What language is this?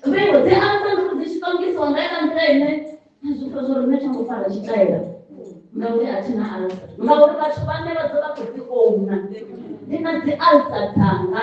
Venda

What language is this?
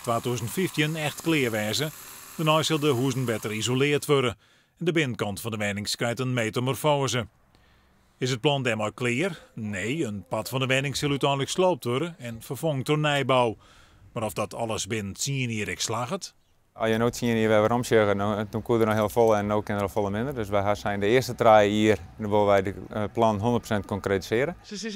Western Frisian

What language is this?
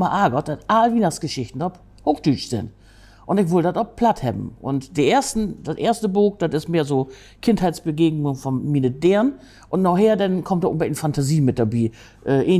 Low German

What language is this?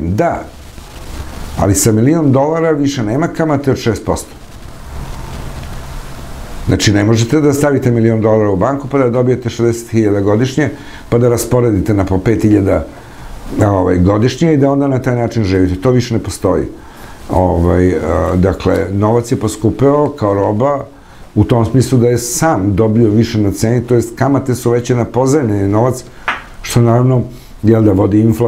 Serbian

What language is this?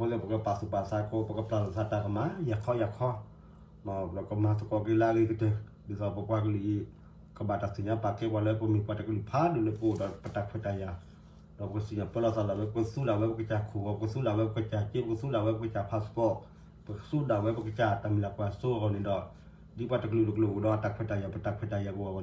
S'gaw Karen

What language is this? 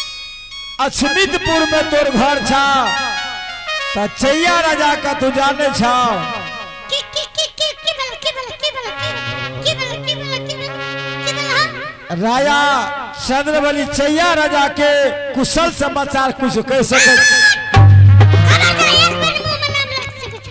Bhojpuri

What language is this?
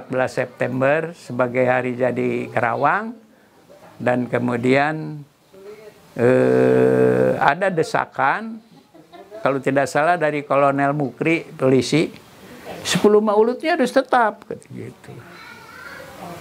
Indonesian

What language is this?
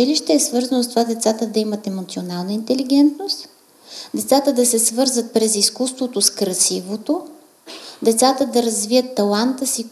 Bulgarian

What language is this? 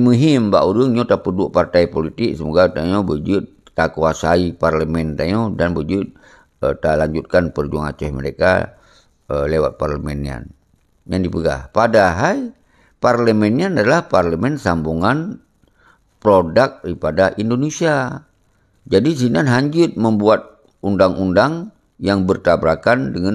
Achinese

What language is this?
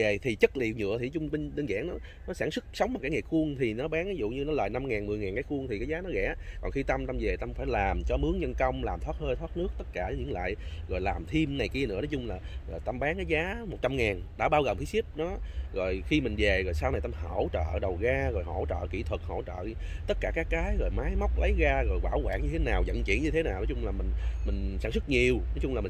Vietnamese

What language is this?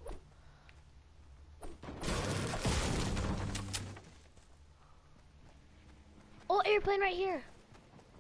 English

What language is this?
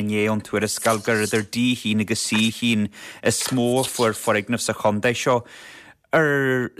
Irish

